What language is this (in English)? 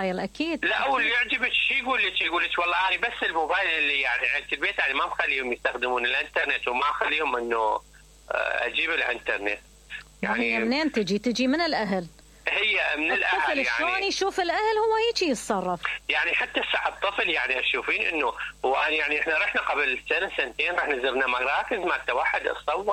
Mesopotamian Arabic